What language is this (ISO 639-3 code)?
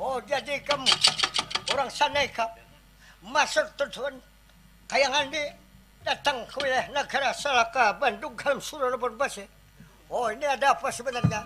bjn